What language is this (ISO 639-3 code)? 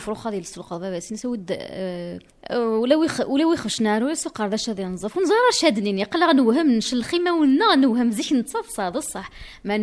kab